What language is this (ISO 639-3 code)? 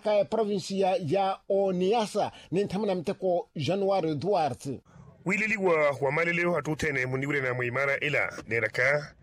vmw